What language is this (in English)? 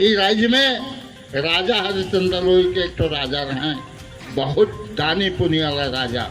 Sadri